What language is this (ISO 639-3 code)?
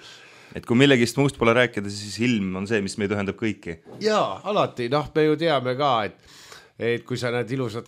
est